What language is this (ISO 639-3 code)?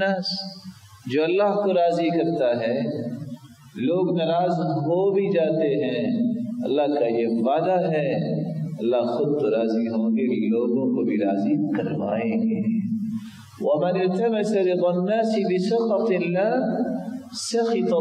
urd